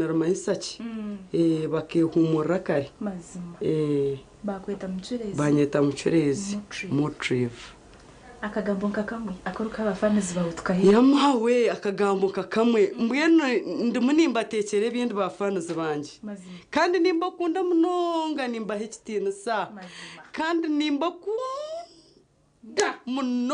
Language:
Nyankole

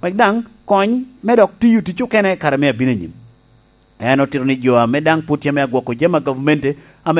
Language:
Lango (Uganda)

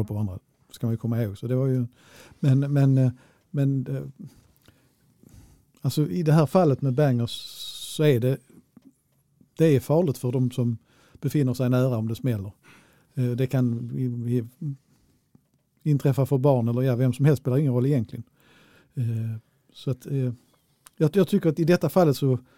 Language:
Swedish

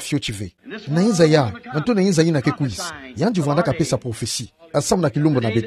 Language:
Kituba (Democratic Republic of Congo)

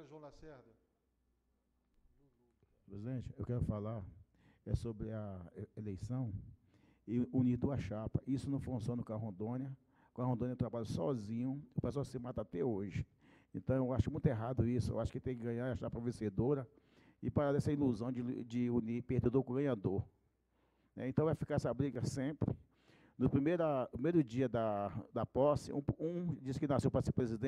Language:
Portuguese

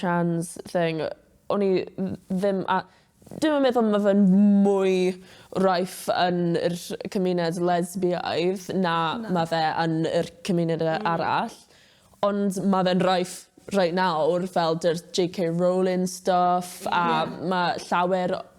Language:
Welsh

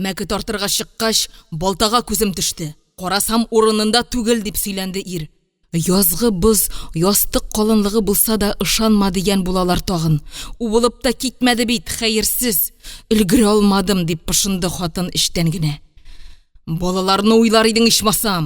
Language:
Tatar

